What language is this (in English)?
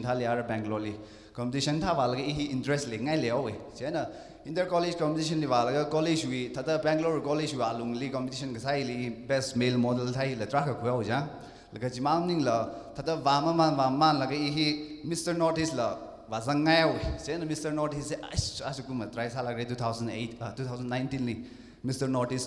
Tangkhul Naga (India)